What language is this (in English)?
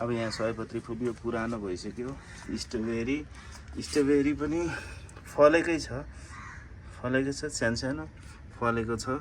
Nepali